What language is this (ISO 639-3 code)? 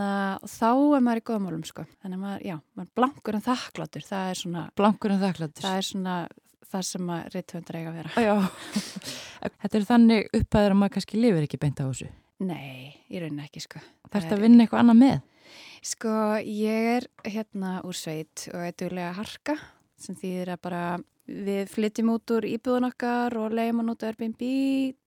isl